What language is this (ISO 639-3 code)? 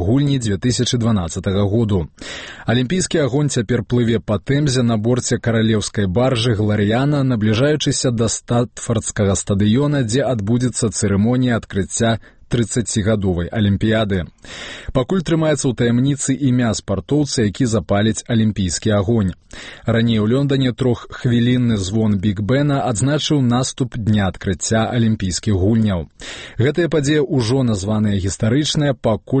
bel